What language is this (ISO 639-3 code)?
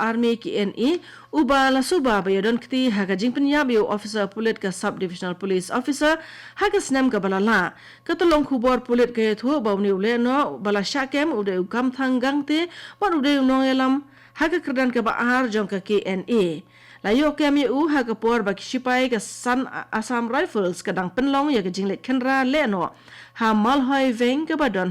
kha